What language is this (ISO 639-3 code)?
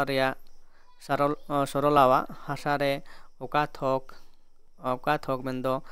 sat